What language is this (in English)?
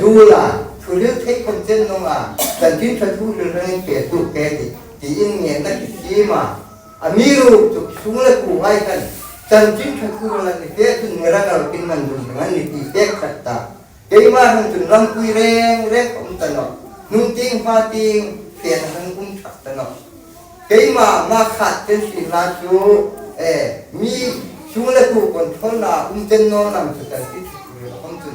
Hmar